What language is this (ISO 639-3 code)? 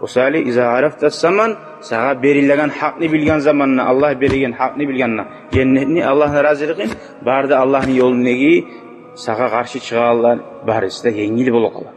kum